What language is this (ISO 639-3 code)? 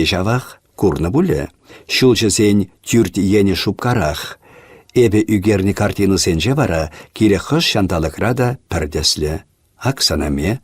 chv